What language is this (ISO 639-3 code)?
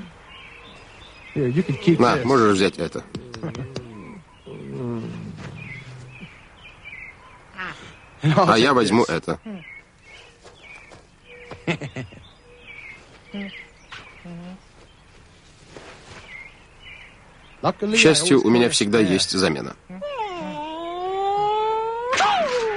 rus